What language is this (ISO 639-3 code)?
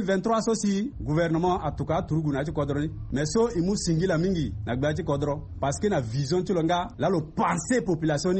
sag